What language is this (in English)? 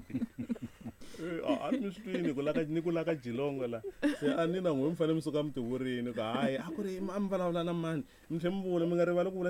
Tsonga